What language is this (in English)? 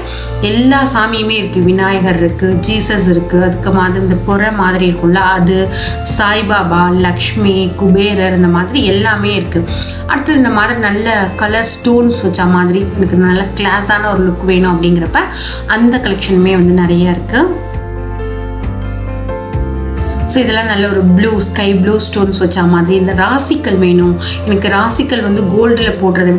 Tamil